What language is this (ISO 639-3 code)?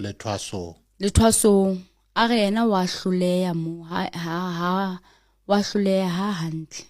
sot